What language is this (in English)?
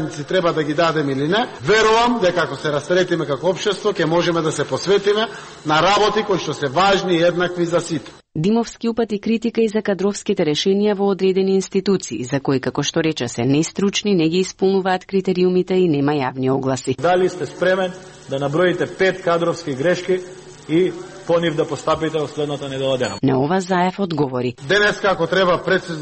Macedonian